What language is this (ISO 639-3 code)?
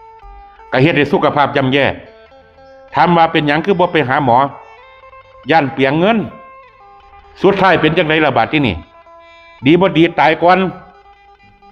lao